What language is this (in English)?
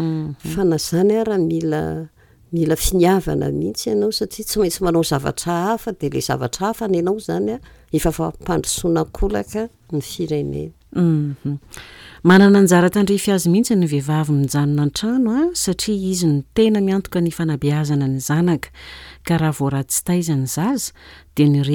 Malagasy